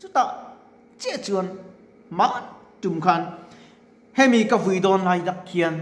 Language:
Mizo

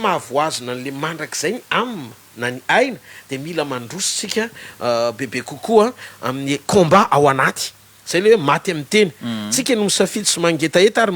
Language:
Malagasy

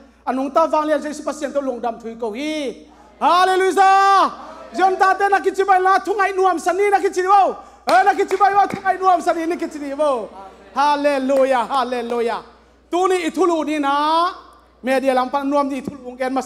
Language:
Tedim Chin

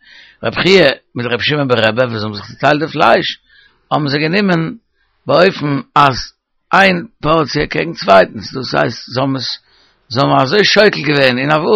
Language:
Yiddish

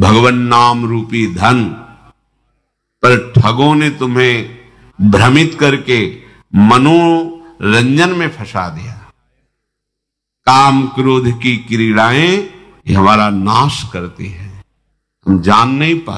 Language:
Hindi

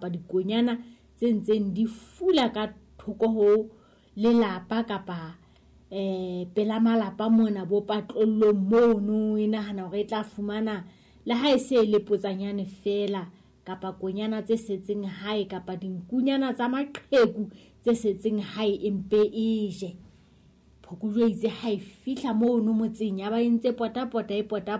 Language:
Southern Sotho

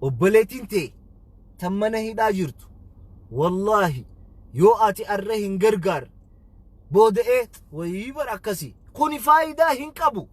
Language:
Oromo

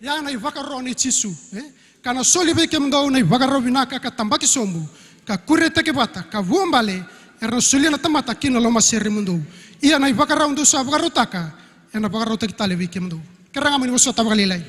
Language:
Fijian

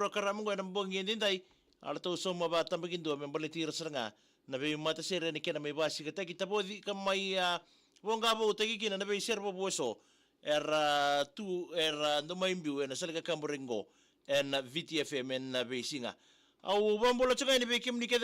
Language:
Fijian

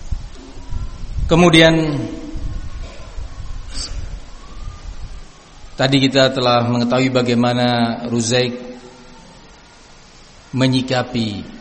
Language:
Indonesian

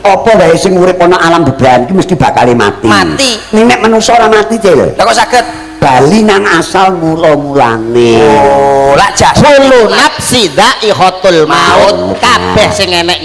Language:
Javanese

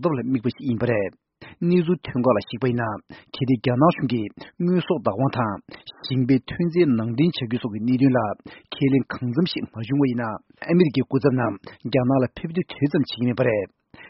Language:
Tibetan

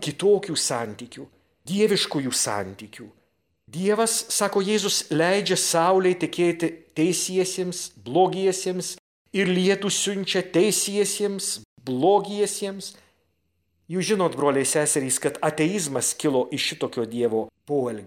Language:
Lithuanian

